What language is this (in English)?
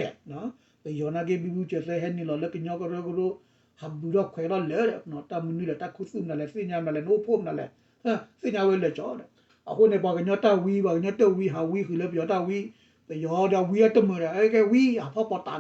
S'gaw Karen